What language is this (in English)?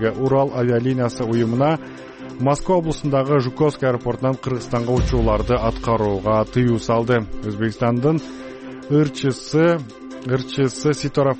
Kyrgyz